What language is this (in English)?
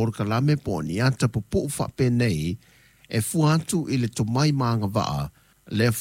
Samoan